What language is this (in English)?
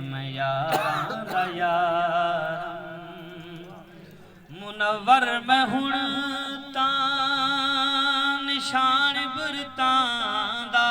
Saraiki